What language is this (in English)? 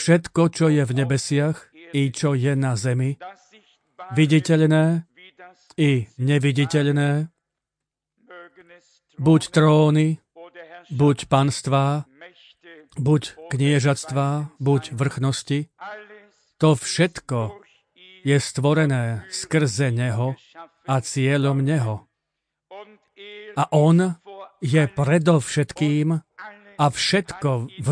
Slovak